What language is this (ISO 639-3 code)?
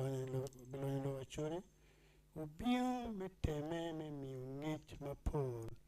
ach